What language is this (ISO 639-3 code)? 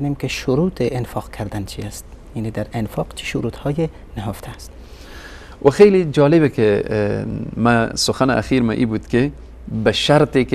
fas